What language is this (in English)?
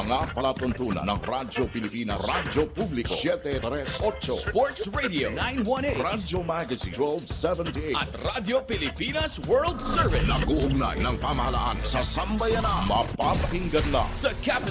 Filipino